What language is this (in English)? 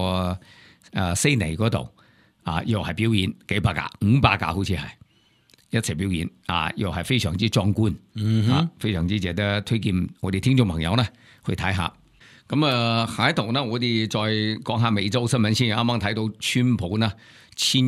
Cantonese